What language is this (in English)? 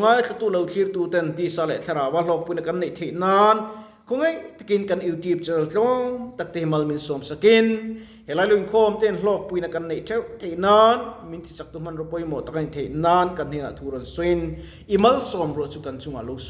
Mizo